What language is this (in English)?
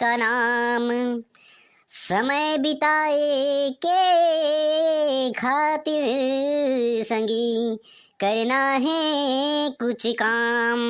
Chhattisgarhi